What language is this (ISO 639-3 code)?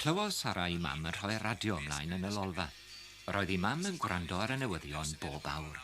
cym